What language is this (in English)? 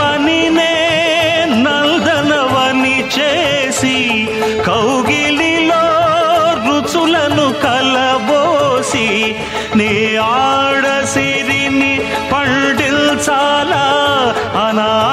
Telugu